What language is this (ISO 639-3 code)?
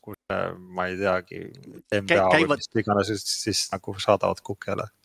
est